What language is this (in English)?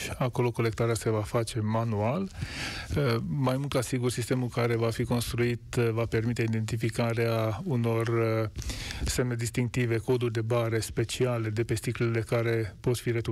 Romanian